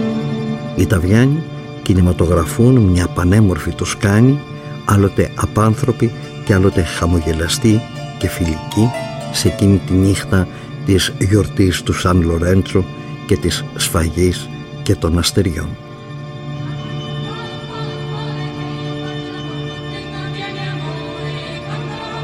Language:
Greek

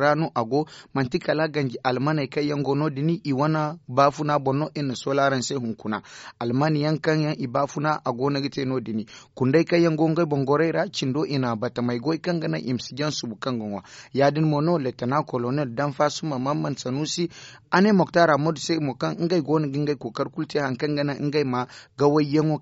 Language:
Zarma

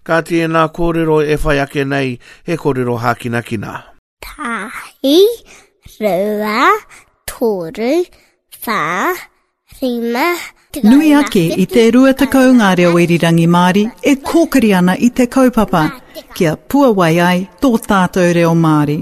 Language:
Māori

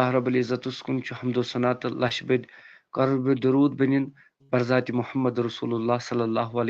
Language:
Kashmiri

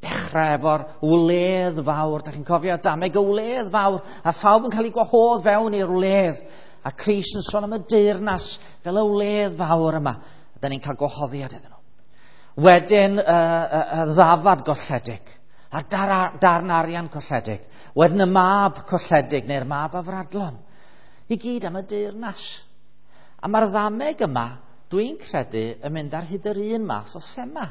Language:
Welsh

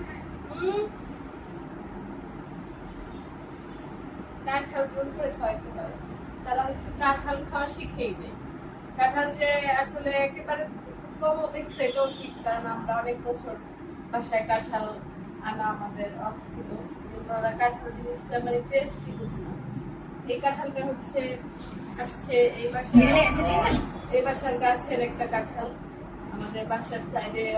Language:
Bangla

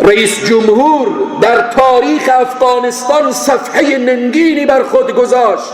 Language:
Persian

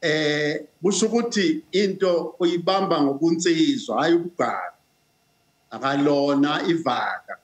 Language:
Zulu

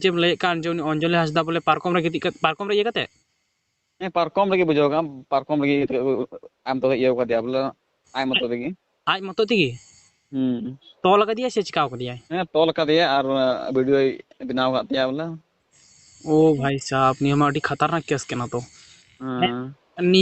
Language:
Santali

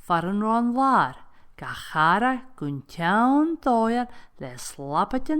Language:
Scottish Gaelic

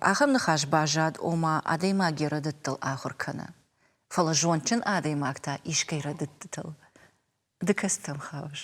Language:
Ossetic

